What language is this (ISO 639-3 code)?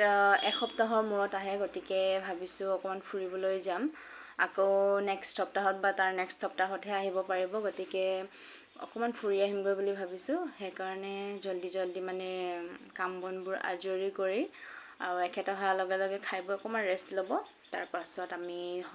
asm